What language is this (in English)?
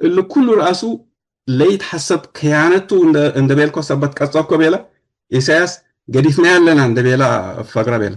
Tigre